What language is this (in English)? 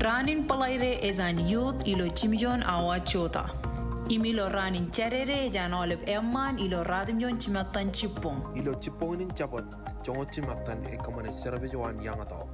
Marshallese